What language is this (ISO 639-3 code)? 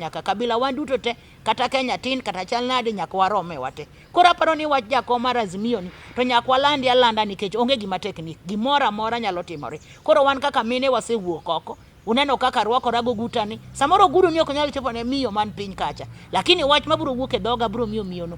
luo